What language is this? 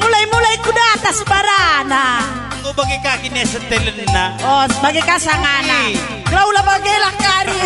Batak Karo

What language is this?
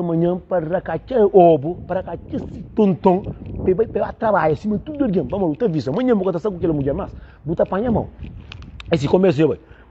Kabuverdianu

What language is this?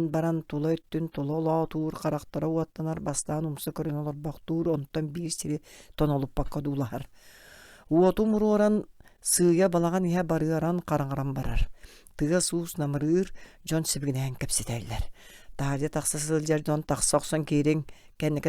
Yakut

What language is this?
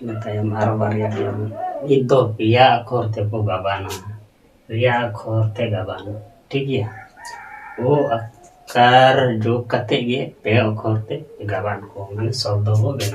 Santali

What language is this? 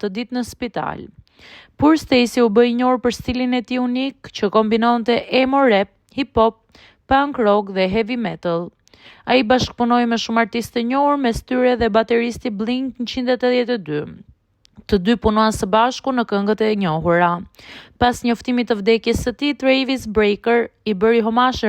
Albanian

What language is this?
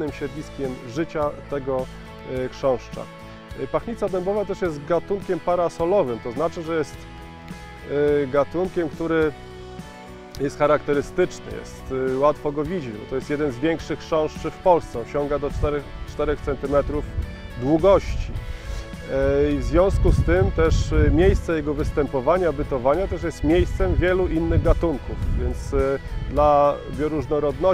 Polish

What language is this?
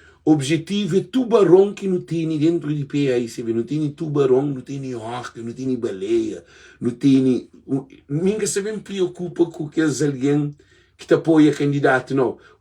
Kabuverdianu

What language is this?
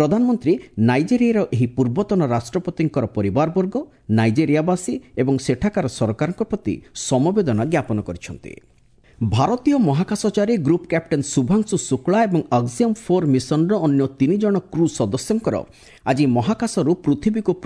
Odia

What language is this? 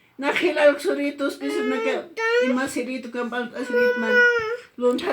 Aymara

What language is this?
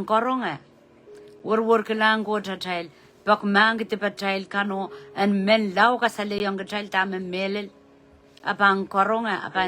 Pohnpeian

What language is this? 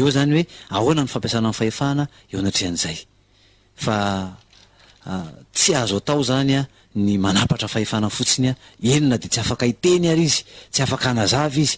Malagasy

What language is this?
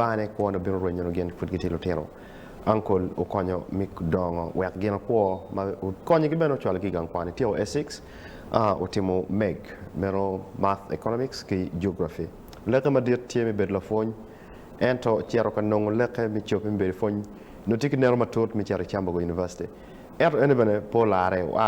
Acoli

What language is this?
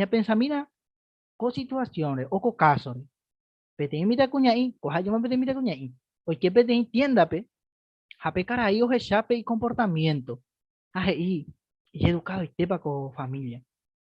Guarani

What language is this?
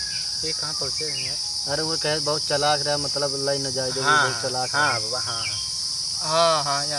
Awadhi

